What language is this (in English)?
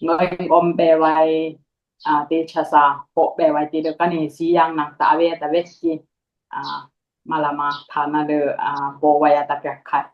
Dimasa